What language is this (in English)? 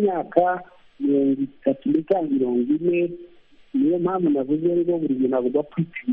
Kinyarwanda